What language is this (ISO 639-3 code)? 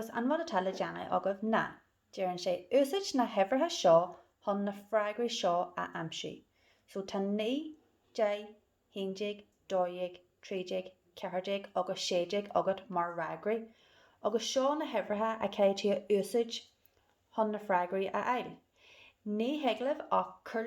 gle